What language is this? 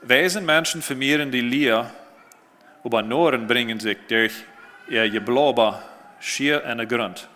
Plautdietsch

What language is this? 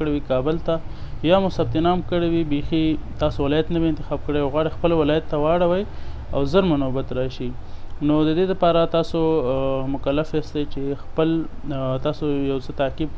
Pashto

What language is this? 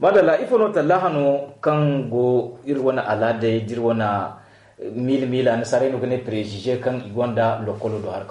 Zarma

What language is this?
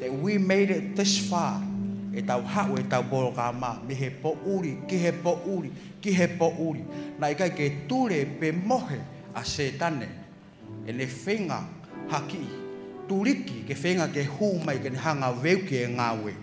Tongan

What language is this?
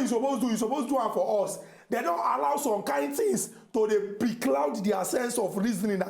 Nigerian Pidgin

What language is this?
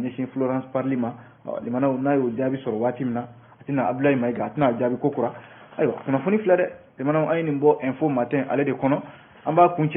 Bambara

